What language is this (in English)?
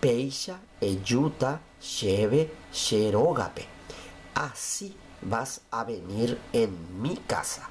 Guarani